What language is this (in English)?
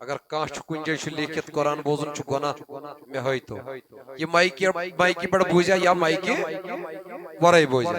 Kashmiri